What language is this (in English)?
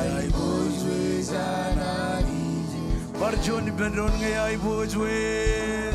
Marshallese